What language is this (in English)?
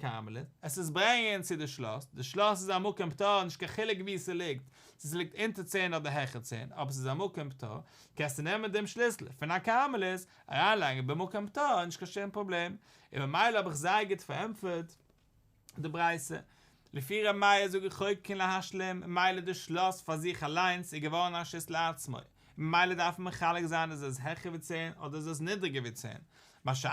Yiddish